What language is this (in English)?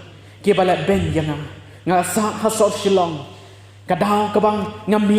Khasi